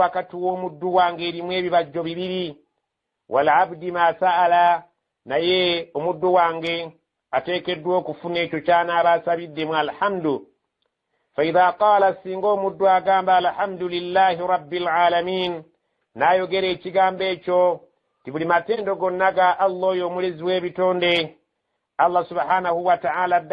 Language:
Ganda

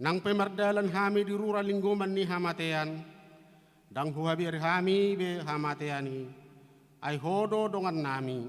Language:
Batak Toba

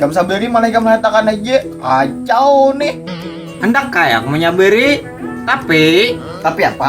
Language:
Banjar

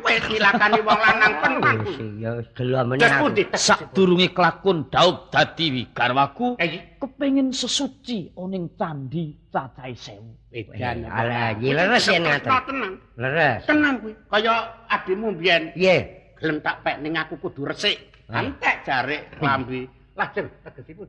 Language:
Javanese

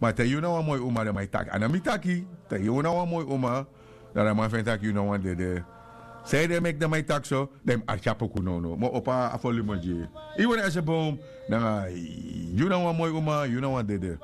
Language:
Sranan Tongo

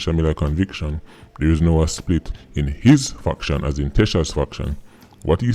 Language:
Jamaican Creole English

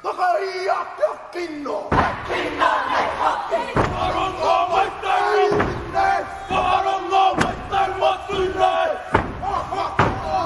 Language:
Māori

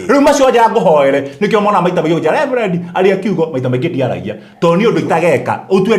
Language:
Kikuyu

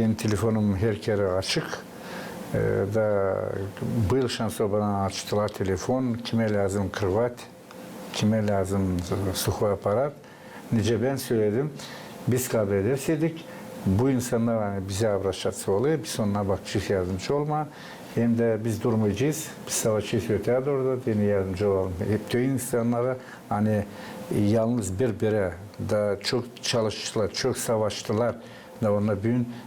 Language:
Gagauz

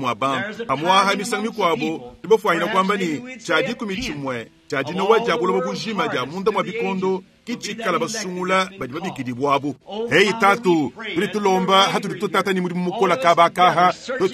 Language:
Luba-Lulua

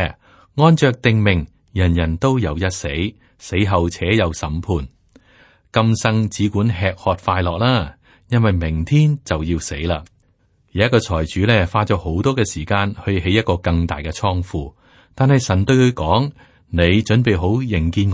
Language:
Cantonese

